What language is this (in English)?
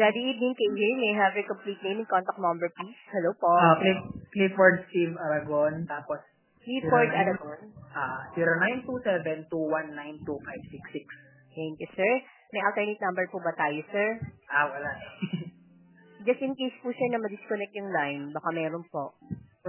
Filipino